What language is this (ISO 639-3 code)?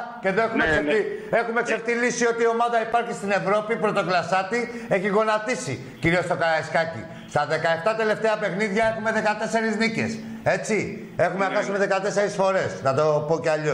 ell